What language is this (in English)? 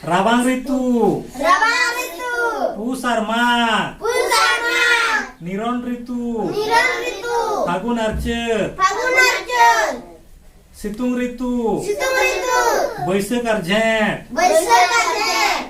Santali